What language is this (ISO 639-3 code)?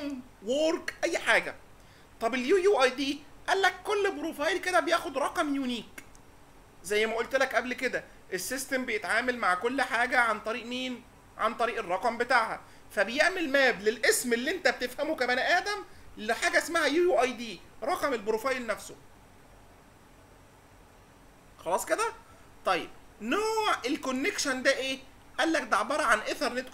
arz